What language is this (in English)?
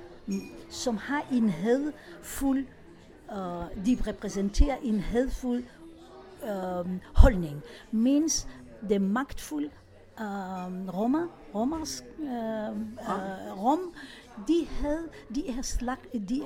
Danish